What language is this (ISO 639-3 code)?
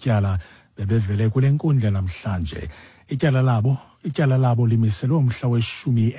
xho